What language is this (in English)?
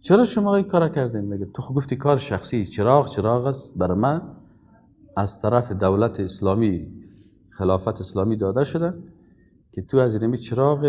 Persian